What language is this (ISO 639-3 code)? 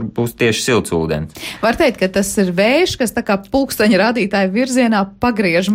lav